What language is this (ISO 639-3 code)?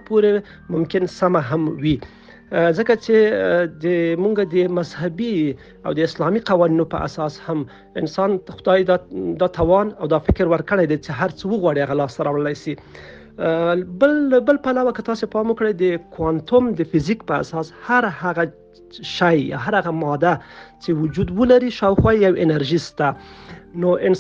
pus